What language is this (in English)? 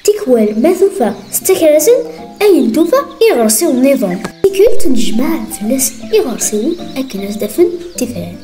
Kabyle